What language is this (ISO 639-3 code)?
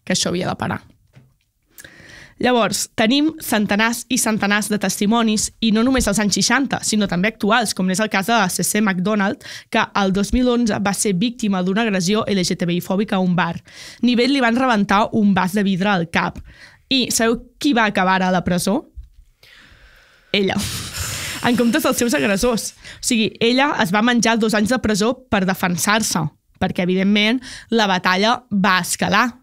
cat